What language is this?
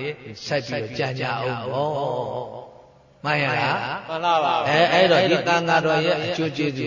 Burmese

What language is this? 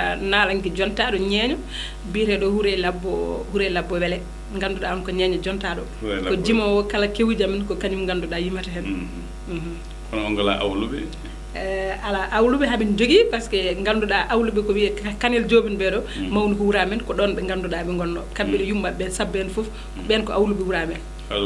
Fula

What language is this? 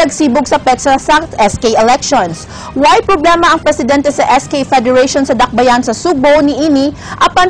Cebuano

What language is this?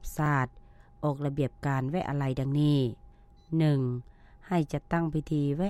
Lao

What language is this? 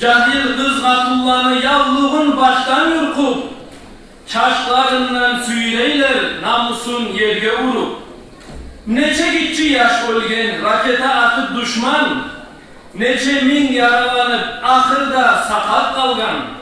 Kumyk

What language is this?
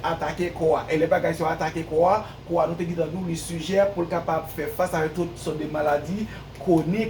Haitian Creole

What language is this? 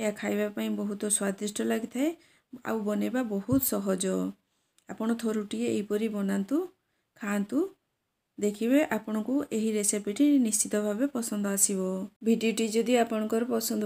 Odia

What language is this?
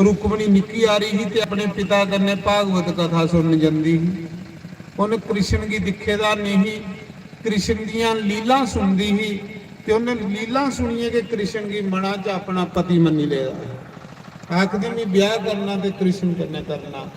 Dogri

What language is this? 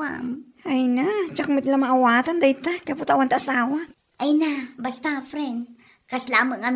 Iloko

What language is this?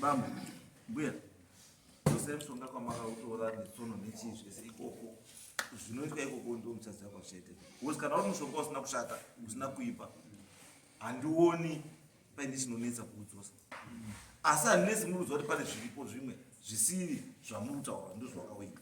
Shona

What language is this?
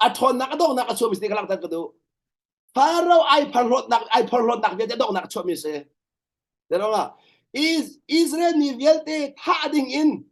Hakha Chin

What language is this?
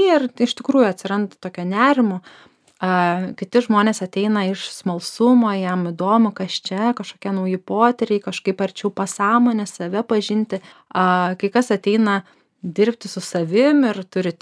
Lithuanian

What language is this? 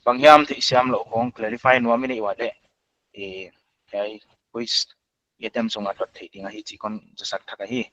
Paite Chin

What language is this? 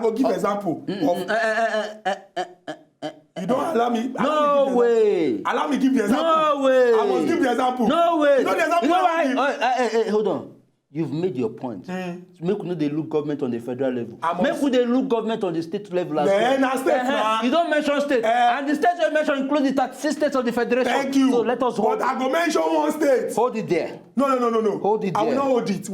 Nigerian Pidgin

